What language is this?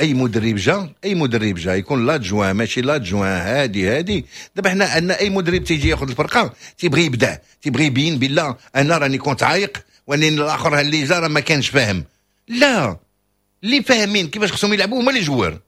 Moroccan Arabic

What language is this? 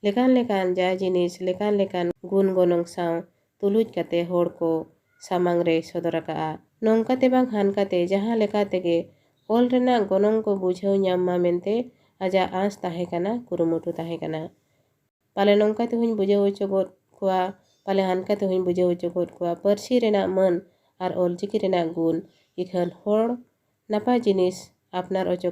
Santali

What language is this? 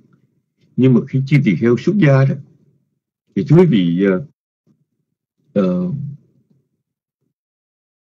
Vietnamese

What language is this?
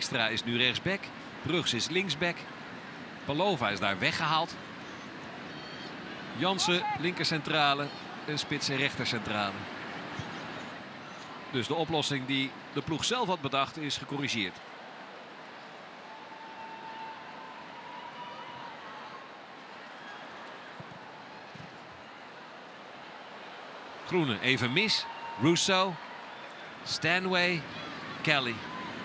Dutch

